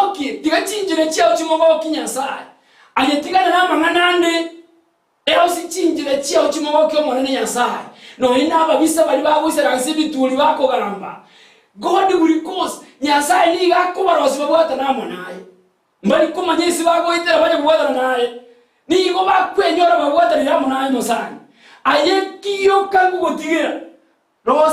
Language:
Gusii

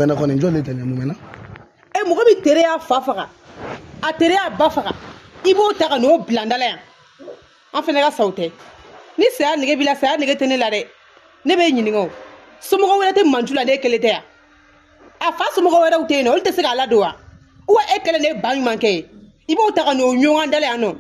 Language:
Bambara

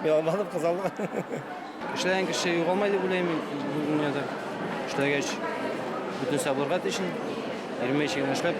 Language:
Bashkir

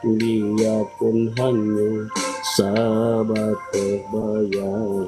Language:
Minangkabau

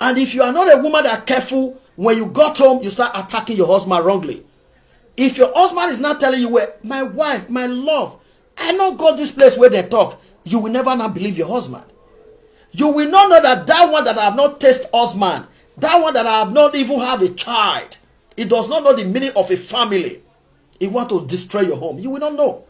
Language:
Nigerian Pidgin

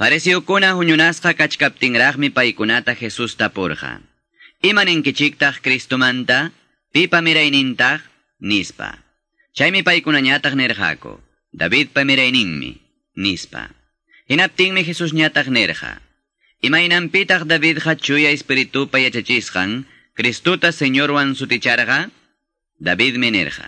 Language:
Quechua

